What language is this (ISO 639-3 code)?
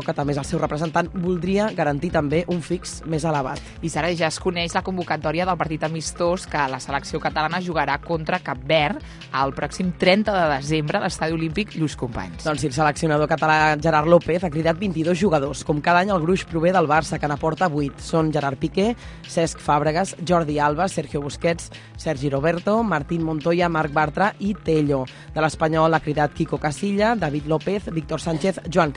cat